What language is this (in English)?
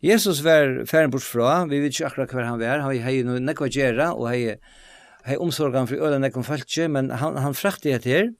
Faroese